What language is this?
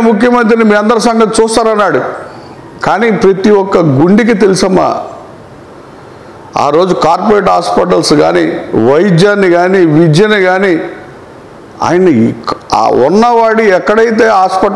Telugu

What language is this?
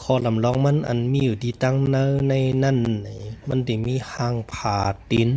Shan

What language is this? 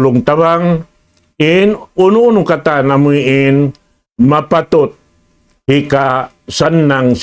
Tausug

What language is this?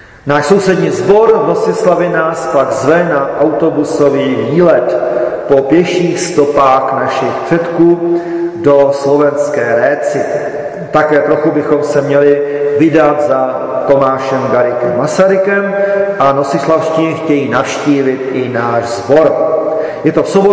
Czech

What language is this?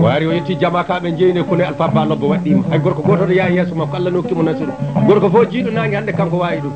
Fula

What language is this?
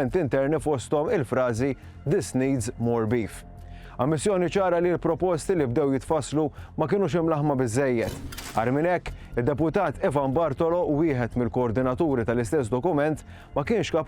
Maltese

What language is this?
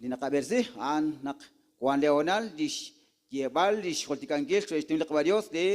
Kekchí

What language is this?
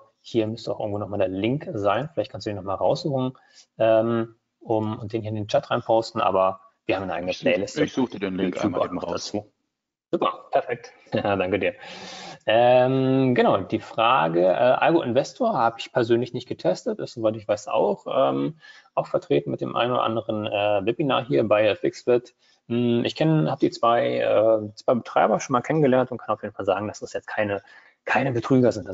German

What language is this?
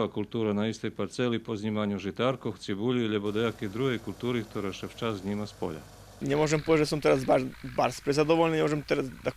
Rusyn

